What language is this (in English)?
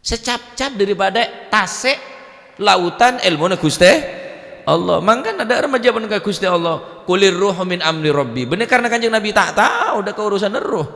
Madurese